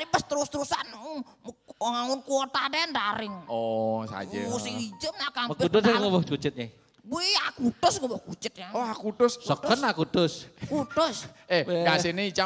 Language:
Balinese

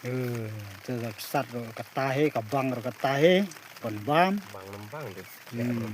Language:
Khasi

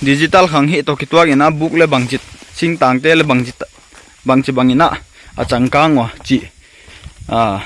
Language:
Paite Chin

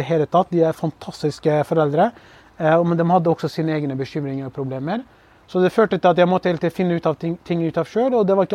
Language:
Norwegian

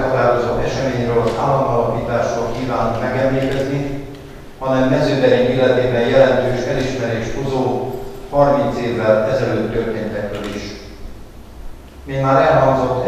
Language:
Hungarian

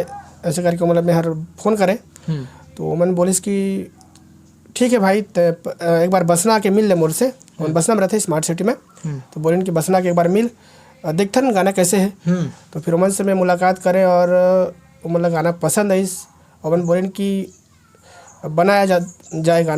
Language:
Chhattisgarhi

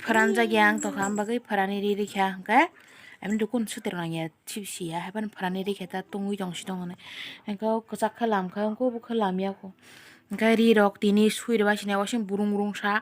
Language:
Kok Borok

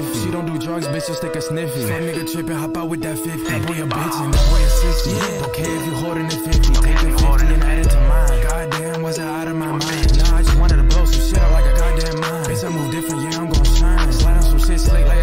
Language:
English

